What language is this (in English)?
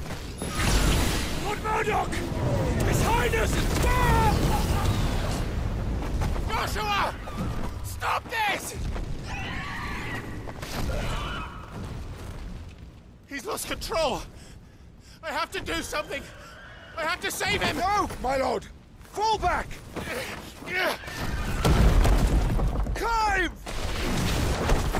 English